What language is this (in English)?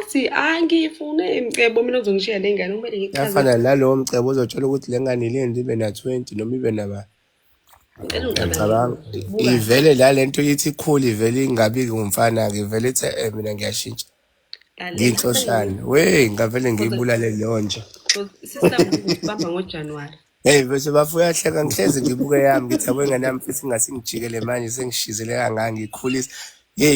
Zulu